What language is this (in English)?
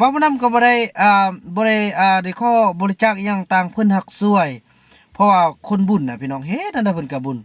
Lao